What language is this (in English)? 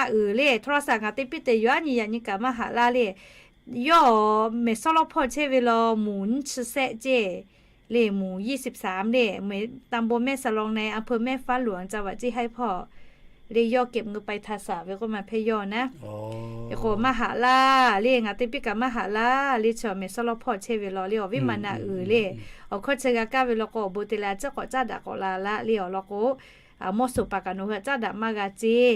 Lahu